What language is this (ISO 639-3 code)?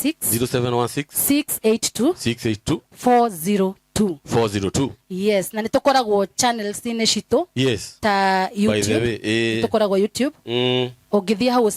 kik